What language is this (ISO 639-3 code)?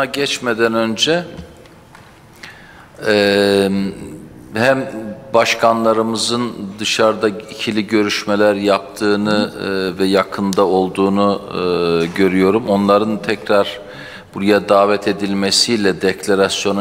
tur